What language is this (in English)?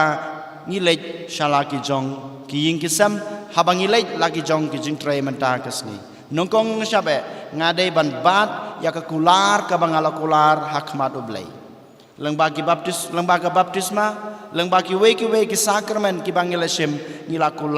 Khasi